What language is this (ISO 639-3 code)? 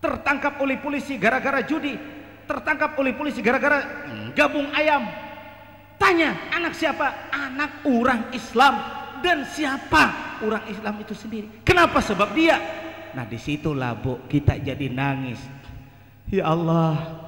bjn